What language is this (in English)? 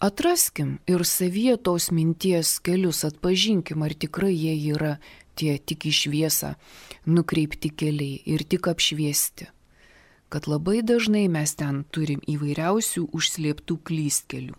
Lithuanian